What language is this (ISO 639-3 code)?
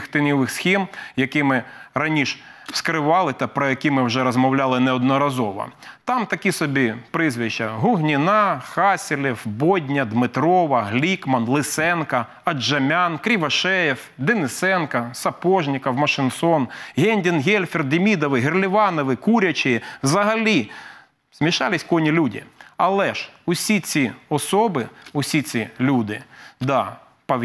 ukr